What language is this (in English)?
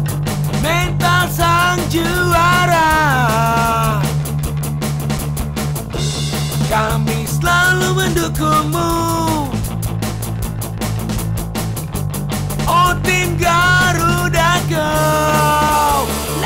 Indonesian